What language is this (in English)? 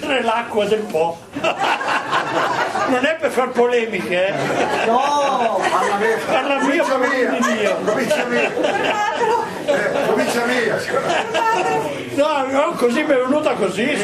Italian